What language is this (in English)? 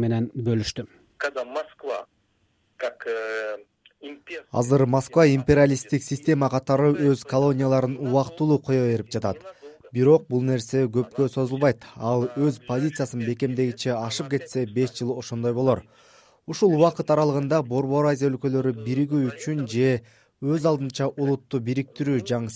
Kyrgyz